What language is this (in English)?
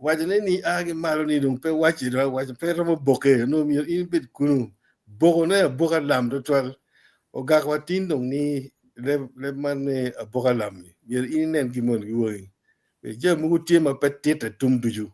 Acoli